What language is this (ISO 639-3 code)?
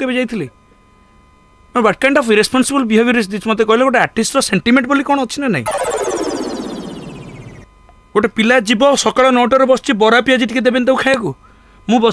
ori